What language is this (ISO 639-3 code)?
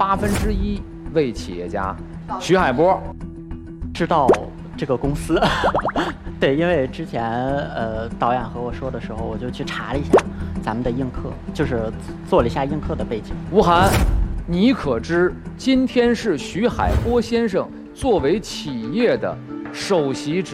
zho